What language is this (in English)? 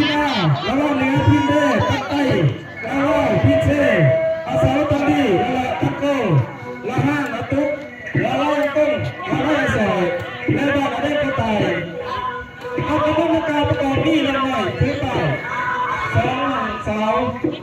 Lao